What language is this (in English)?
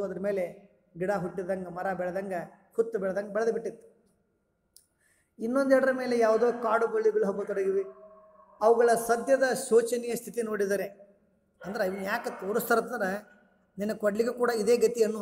Kannada